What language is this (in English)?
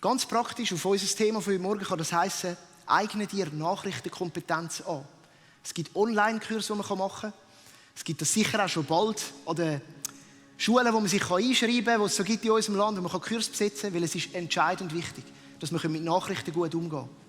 Swiss German